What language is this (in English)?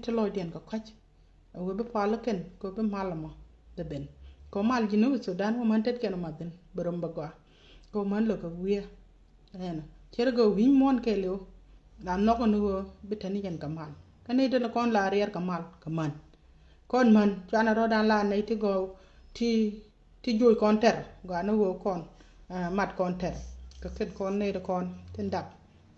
Nuer